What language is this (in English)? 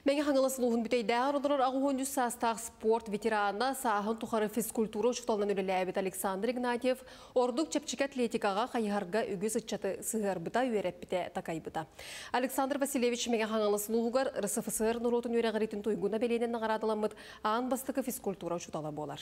Yakut